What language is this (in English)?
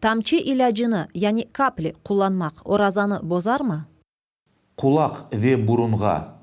Crimean Tatar